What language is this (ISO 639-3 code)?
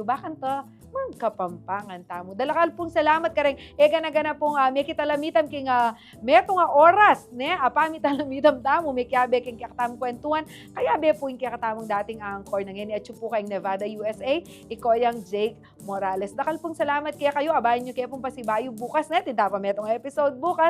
pam